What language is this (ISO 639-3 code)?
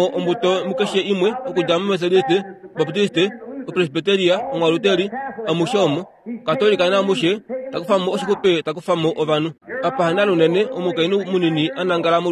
kua